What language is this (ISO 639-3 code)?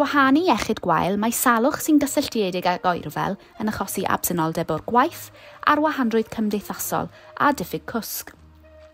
cym